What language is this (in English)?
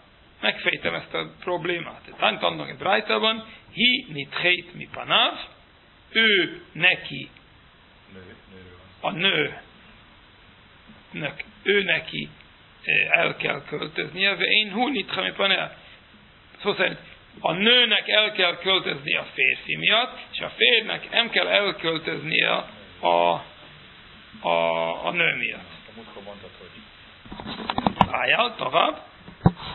Hungarian